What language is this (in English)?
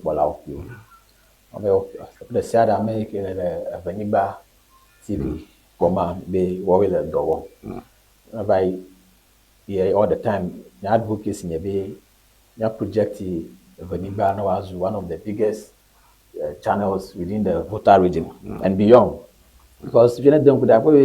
Ewe